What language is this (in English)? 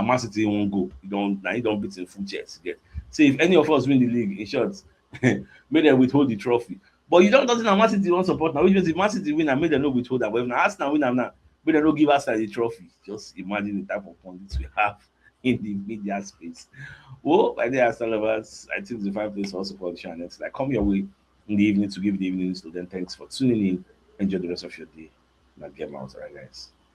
Nigerian Pidgin